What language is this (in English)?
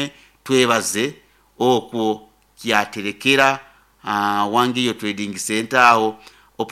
Nyoro